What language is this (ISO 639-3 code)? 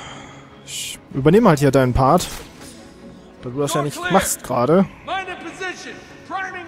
deu